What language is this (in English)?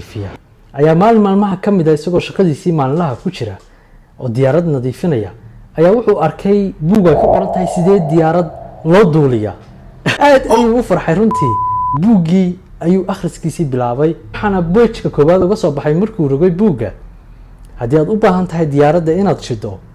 Somali